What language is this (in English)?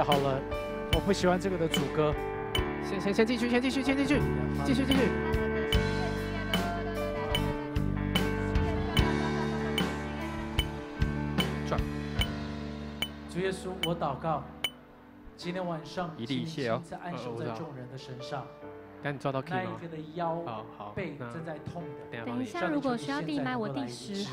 Chinese